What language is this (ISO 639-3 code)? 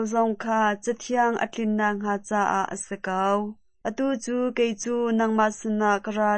cnh